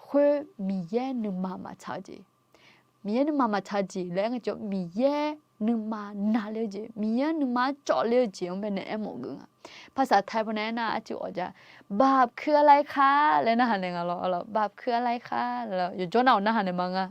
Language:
Akha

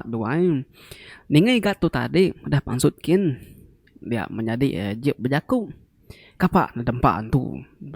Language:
Iban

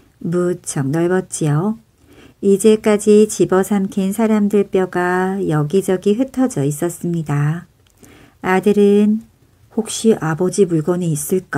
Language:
Korean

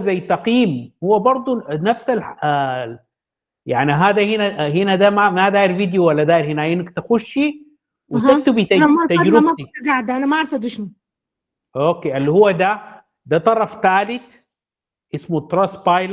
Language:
Sudanese Arabic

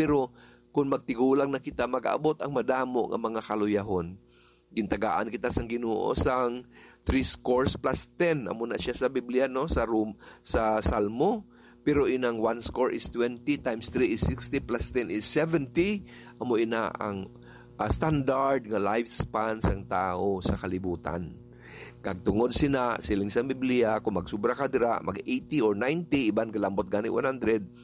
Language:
Hiligaynon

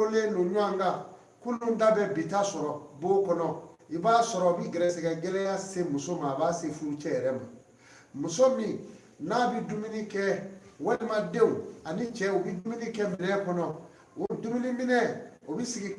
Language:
Bambara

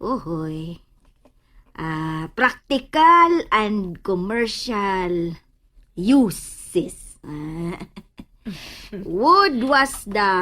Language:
Cebuano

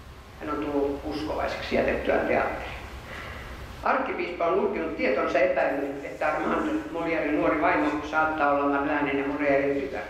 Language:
Finnish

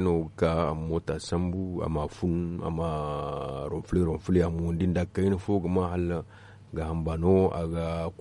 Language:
Zarma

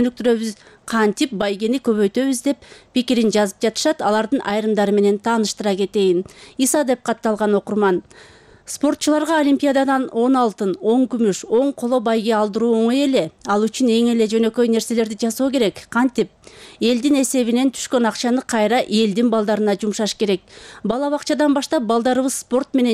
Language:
Kyrgyz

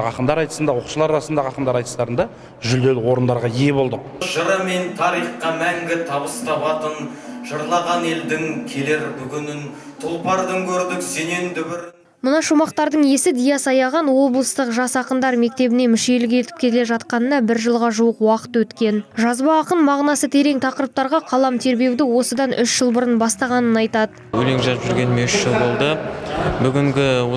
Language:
Kazakh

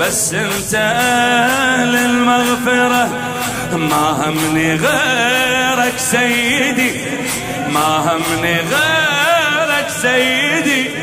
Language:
Mesopotamian Arabic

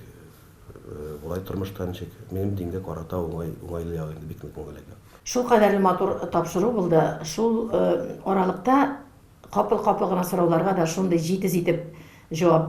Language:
Tatar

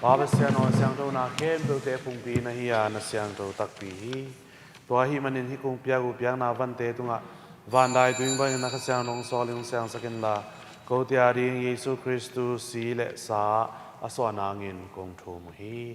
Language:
Tedim Chin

